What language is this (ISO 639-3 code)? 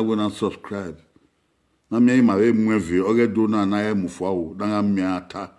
bin